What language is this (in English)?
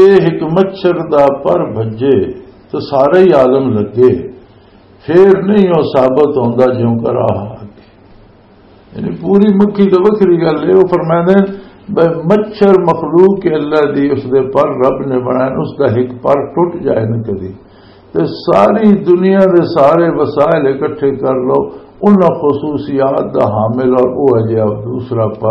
Western Panjabi